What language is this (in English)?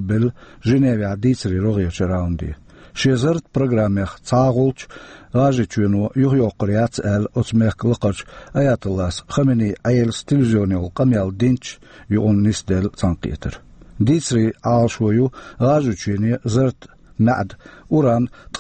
Chechen